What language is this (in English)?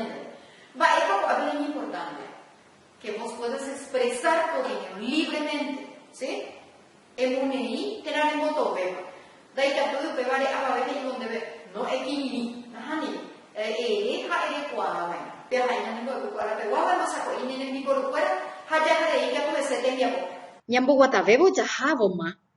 Guarani